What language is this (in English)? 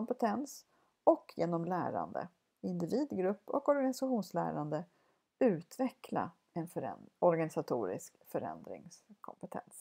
Swedish